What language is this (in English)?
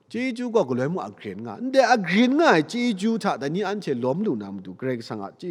Kachin